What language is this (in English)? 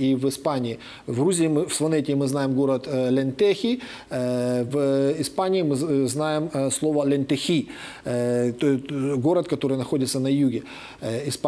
Russian